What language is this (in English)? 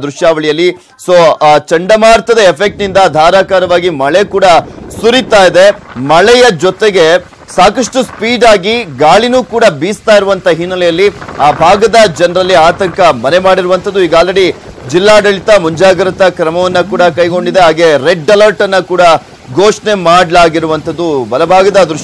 Kannada